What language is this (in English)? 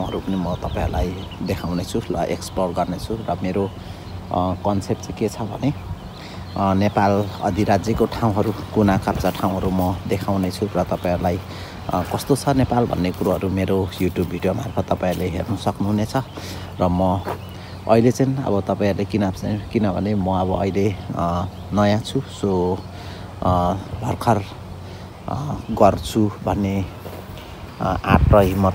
Nepali